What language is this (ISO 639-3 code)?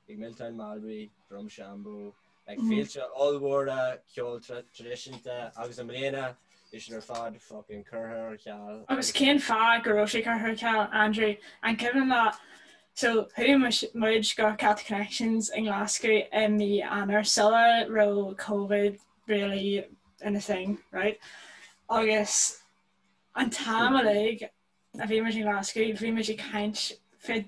gle